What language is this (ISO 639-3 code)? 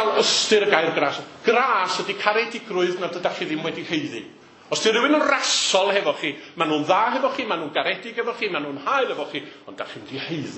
cym